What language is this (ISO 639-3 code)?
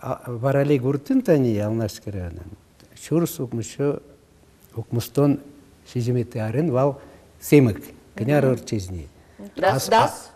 udm